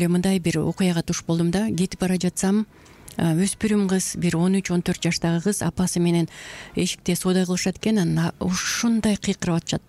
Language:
Kyrgyz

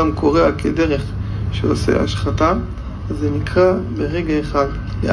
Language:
Hebrew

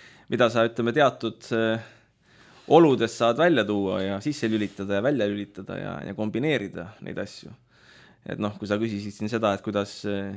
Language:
Estonian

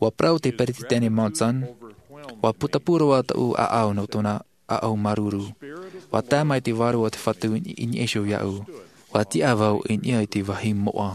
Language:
Tahitian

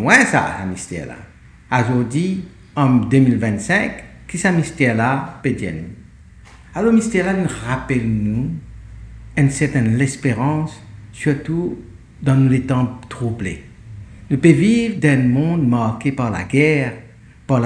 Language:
Morisyen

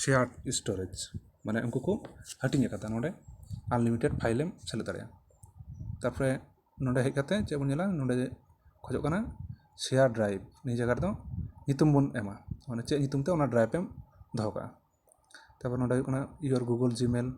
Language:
Santali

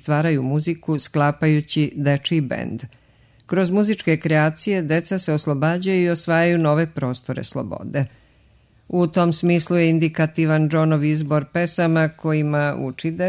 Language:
Serbian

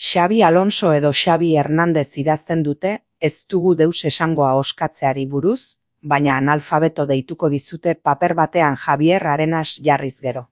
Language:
Basque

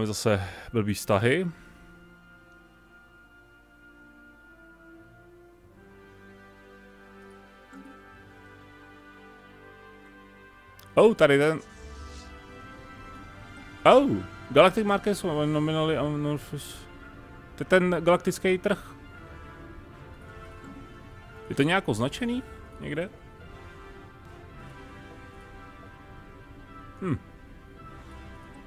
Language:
Czech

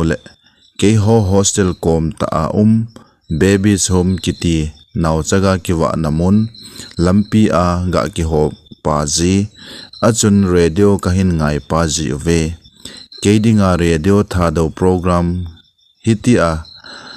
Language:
Thado Chin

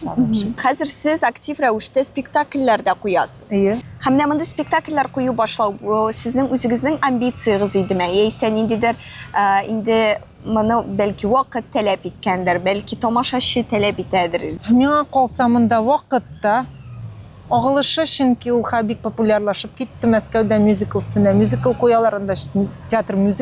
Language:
Tatar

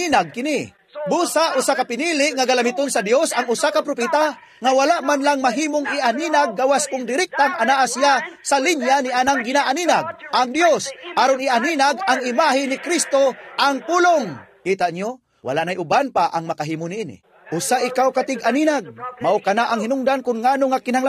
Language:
Cebuano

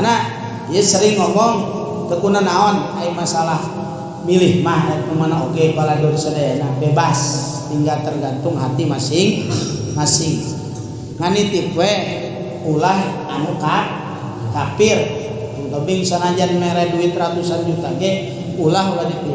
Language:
Sundanese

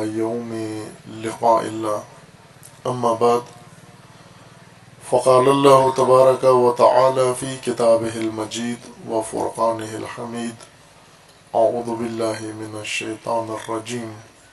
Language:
Urdu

